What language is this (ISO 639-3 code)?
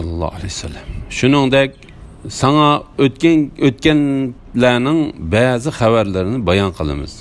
uig